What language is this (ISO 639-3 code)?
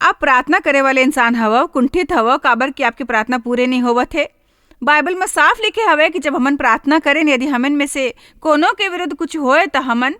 hne